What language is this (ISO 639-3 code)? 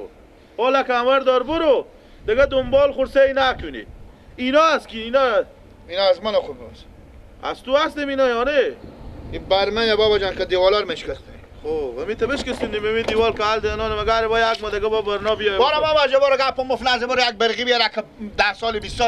fas